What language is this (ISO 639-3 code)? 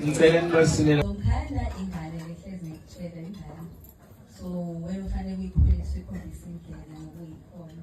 zul